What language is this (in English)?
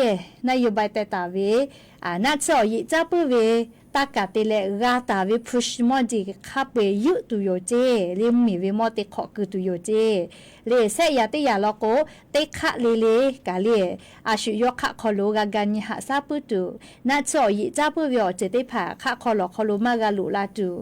Lahu